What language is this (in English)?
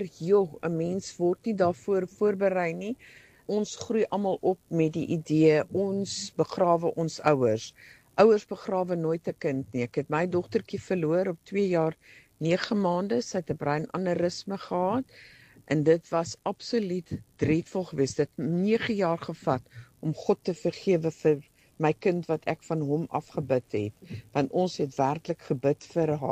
Afrikaans